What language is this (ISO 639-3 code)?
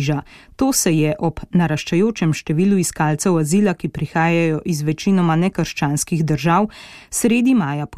slv